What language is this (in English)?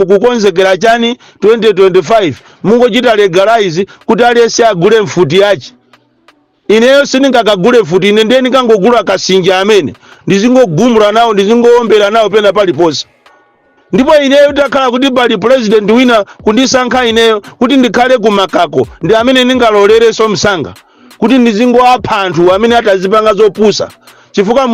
Nyanja